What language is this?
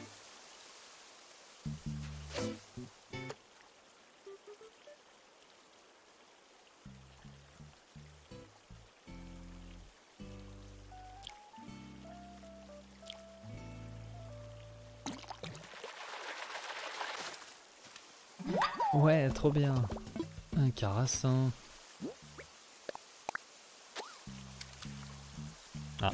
French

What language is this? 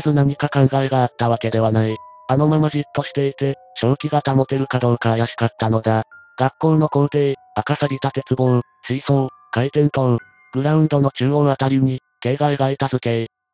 Japanese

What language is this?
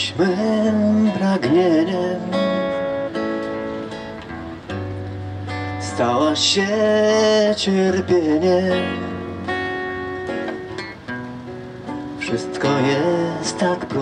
Polish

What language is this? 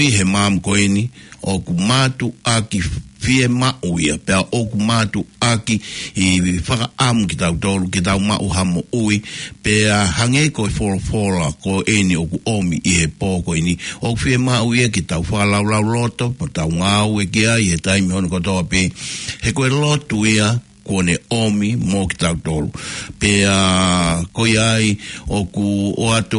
Tongan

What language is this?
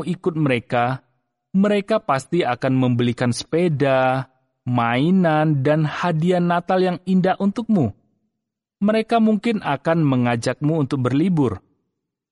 Indonesian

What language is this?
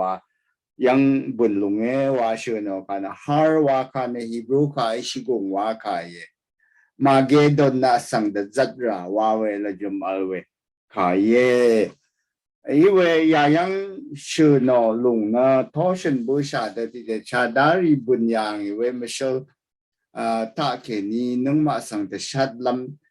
Rawang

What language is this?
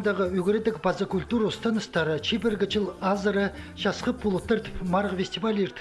Khakas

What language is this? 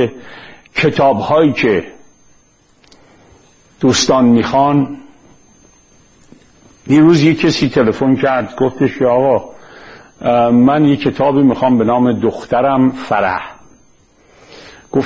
Persian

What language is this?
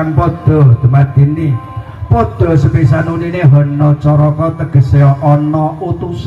Javanese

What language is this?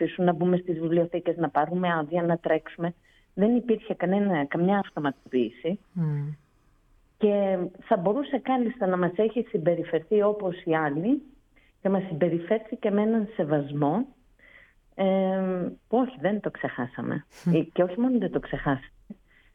Greek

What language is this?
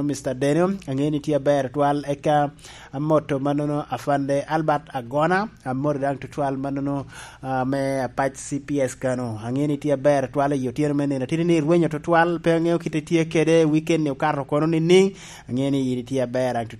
Lango (Uganda)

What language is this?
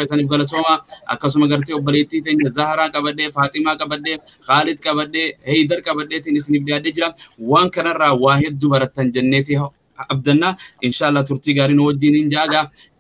Oromo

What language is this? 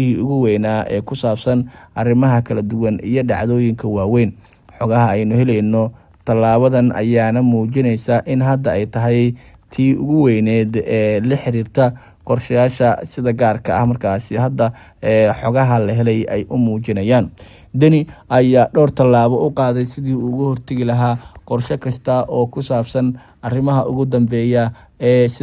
Somali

